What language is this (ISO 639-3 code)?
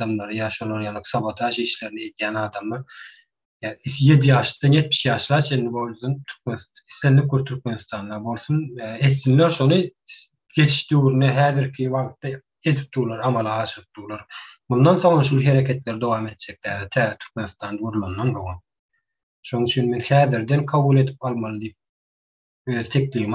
tuk